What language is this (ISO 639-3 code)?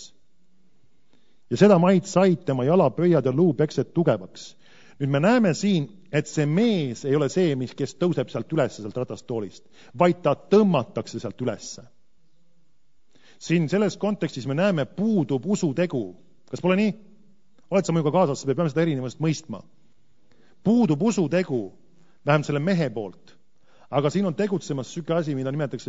est